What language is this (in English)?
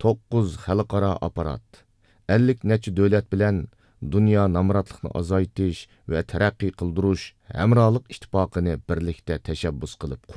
Uyghur